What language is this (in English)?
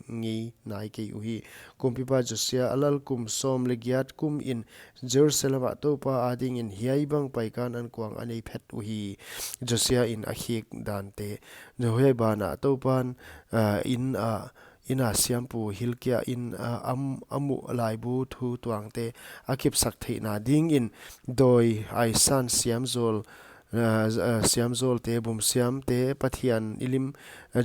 Paite Chin